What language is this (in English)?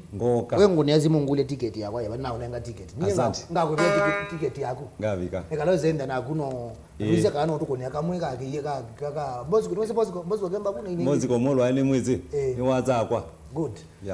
Kamba